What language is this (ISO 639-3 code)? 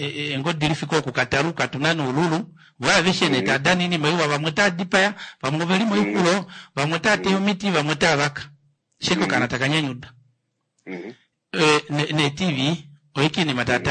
kua